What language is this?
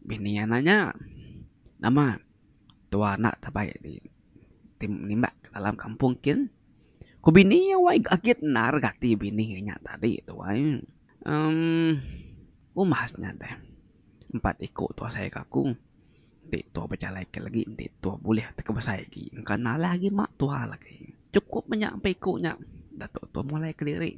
Iban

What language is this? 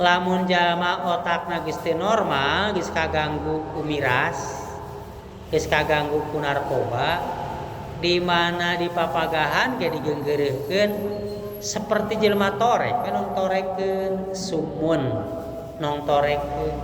Sundanese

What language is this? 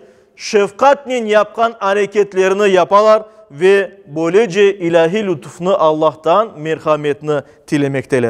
Crimean Tatar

